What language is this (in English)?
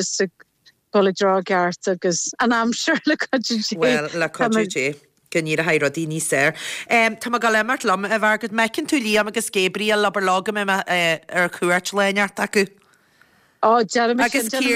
Irish